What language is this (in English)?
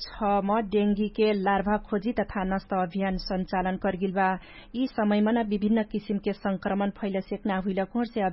Dangaura Tharu